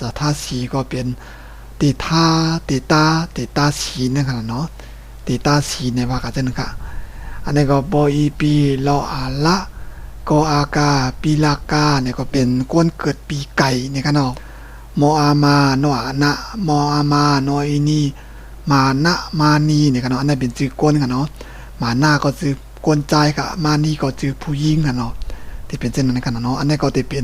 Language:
Shan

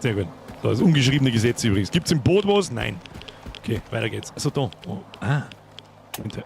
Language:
Bavarian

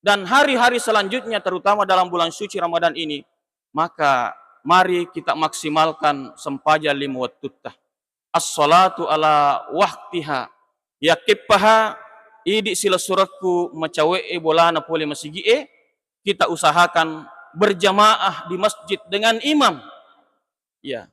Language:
Buginese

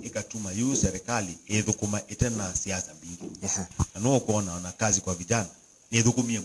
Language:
Kamba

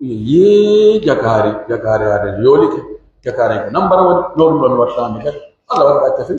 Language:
Pular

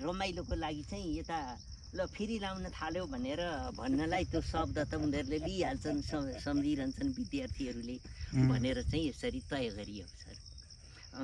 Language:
Nepali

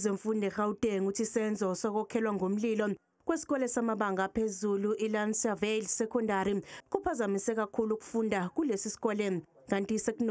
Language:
Zulu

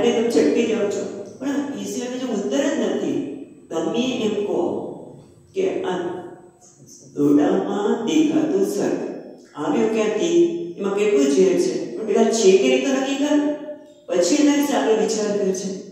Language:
Gujarati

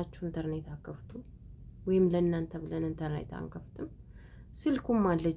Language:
Amharic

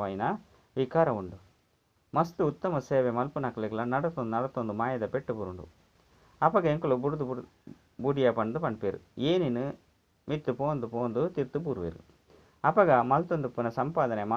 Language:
Tulu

